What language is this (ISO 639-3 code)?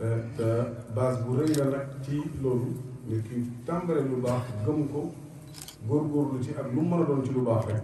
wol